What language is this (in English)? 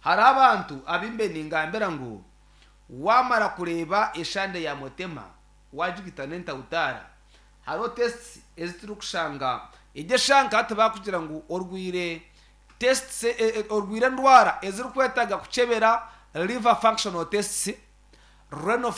Nyankole